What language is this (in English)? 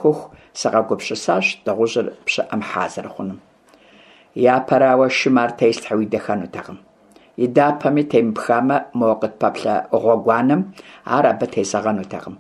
Kabardian